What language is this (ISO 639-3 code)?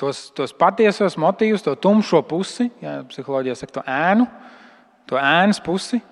lav